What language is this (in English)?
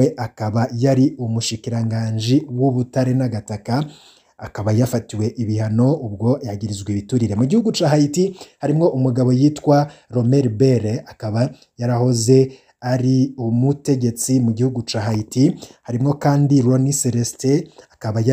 Rundi